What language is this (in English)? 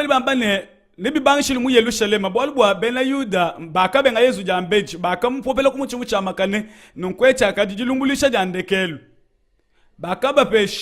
Luba-Lulua